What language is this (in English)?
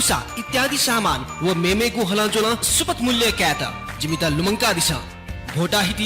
Newari